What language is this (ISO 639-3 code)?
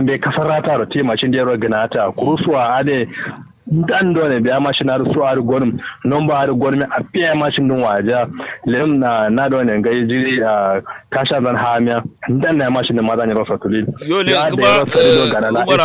kau